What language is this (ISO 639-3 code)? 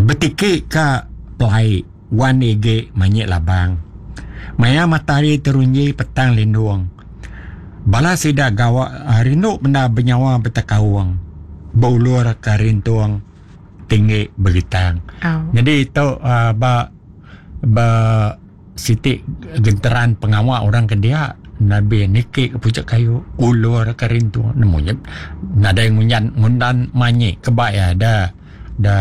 iba